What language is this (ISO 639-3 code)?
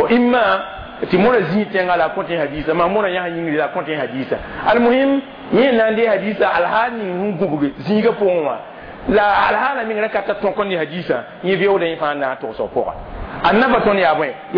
mos